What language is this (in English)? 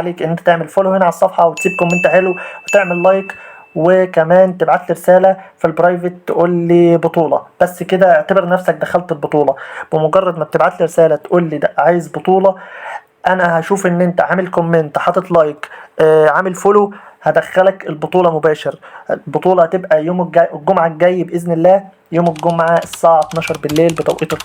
Egyptian Arabic